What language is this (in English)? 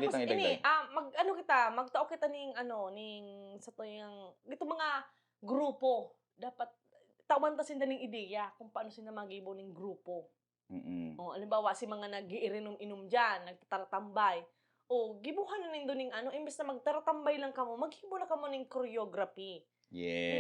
Bikol